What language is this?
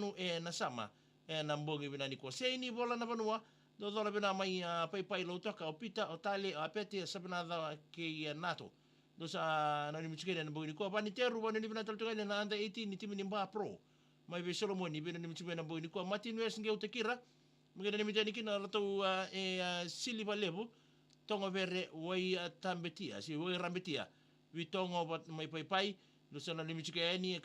Fijian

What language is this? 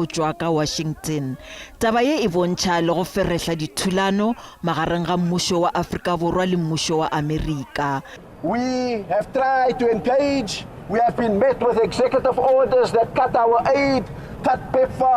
Northern Sotho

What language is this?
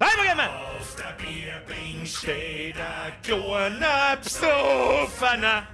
Bavarian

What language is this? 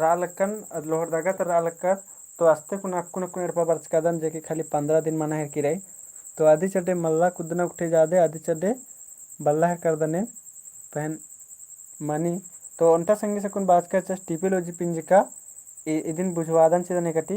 Kurukh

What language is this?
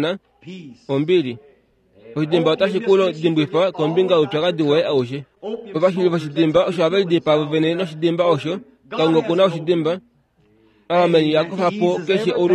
Kuanyama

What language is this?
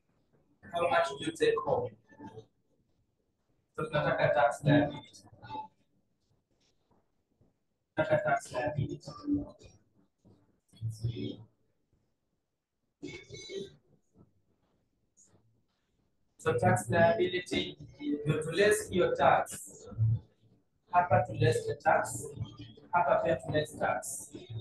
Swahili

